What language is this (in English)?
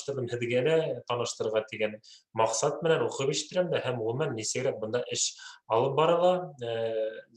Bashkir